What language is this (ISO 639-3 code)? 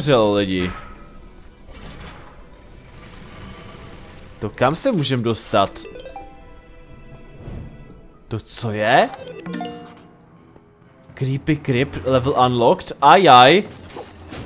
ces